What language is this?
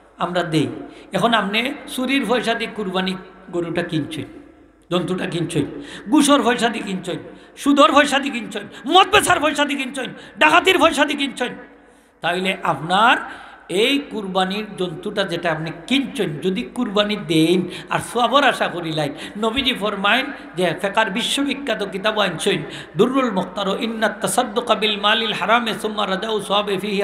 Sylheti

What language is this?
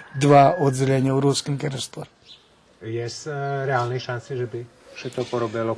Rusyn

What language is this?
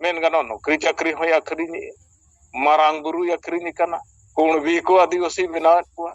Santali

